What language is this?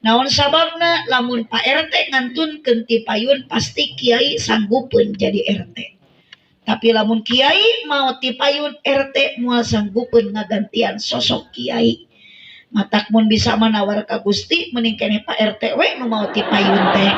Sundanese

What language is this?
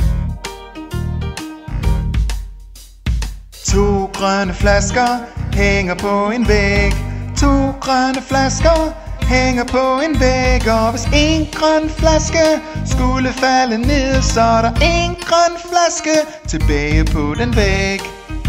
Danish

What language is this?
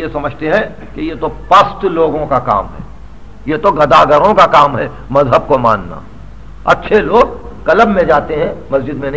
Urdu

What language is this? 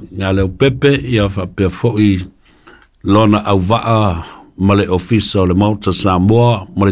Samoan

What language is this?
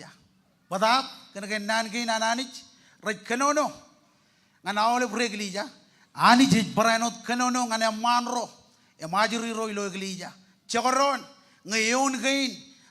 Marshallese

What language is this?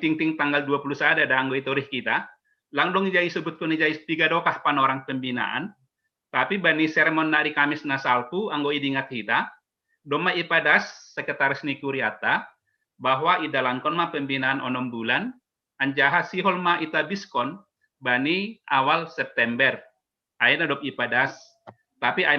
Batak Simalungun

